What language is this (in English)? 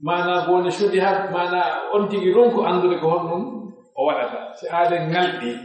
Pular